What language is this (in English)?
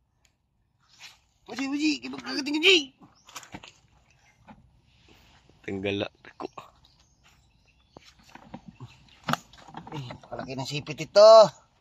Filipino